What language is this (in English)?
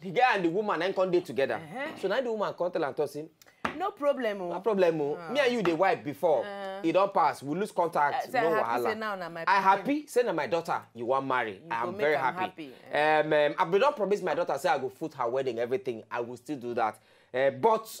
Nigerian Pidgin